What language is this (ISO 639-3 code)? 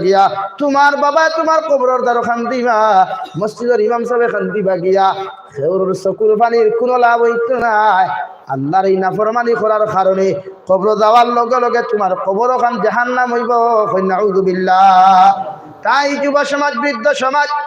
syl